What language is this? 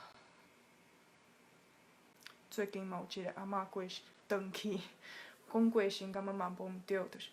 Min Nan Chinese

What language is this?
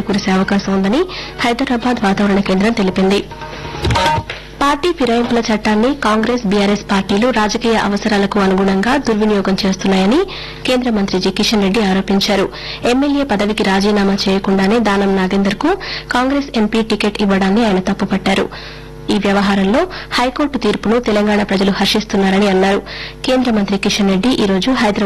Telugu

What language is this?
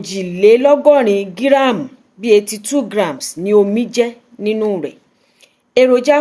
Yoruba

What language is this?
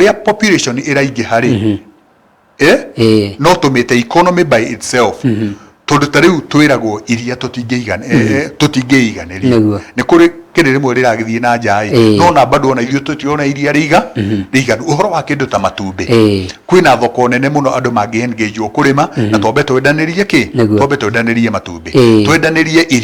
Kikuyu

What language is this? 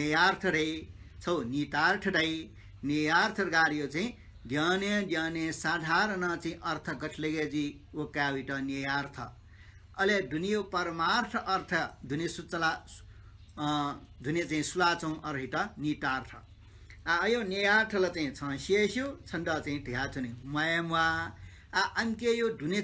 Newari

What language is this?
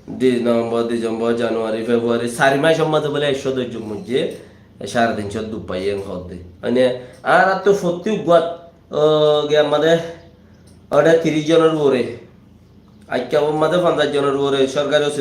Rohingya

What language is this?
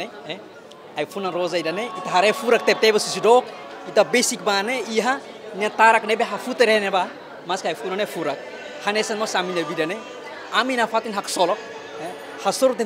Tetum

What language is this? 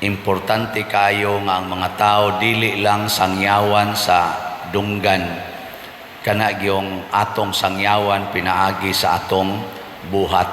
Cebuano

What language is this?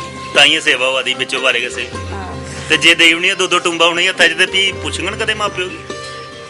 Dogri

